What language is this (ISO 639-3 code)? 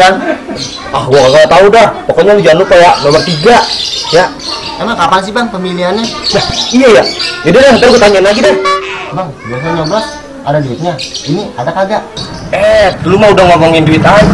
bew